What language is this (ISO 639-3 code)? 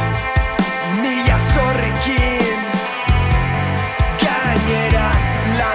eus